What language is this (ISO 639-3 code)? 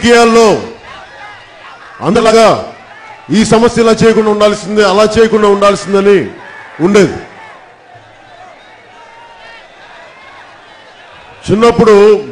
tel